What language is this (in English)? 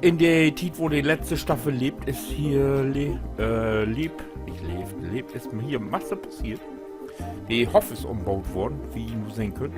Low German